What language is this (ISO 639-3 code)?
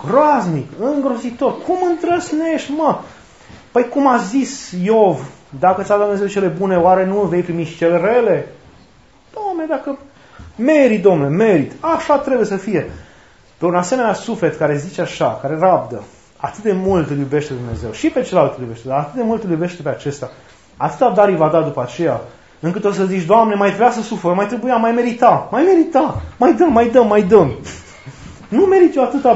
ron